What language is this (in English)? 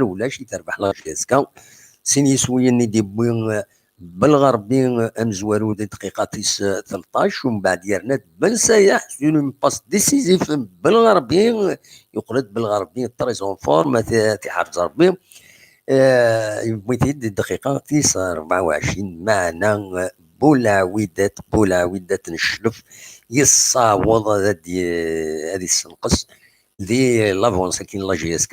Kabyle